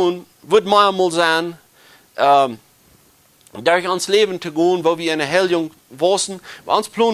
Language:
Plautdietsch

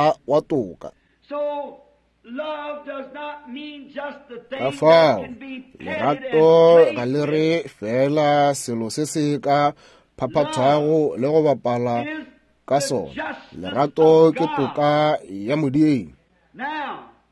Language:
Northern Sotho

